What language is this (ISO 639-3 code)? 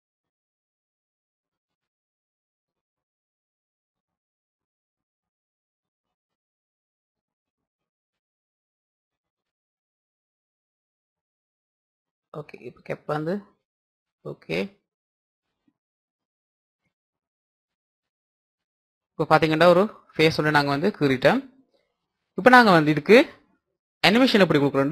tam